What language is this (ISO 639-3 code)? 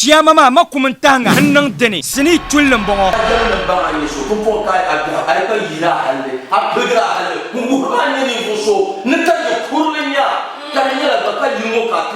dag